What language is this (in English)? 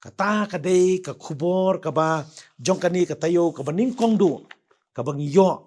Khasi